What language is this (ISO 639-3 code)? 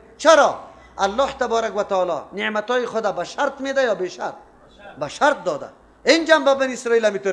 fas